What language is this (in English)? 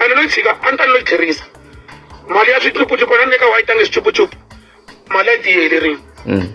Tsonga